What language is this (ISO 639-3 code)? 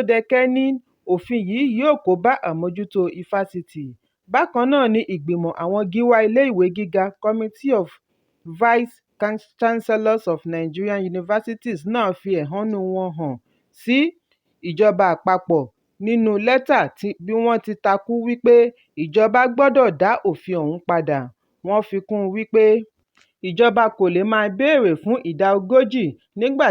yor